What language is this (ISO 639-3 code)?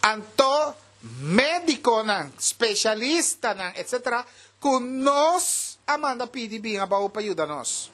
pap